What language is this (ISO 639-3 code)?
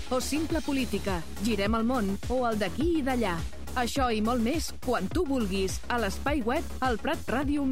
cat